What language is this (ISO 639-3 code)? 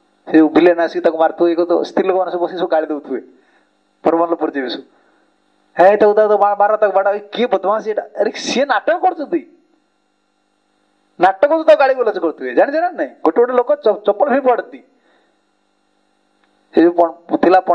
ori